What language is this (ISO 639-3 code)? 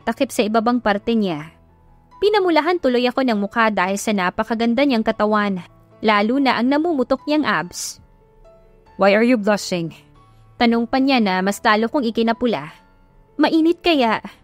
fil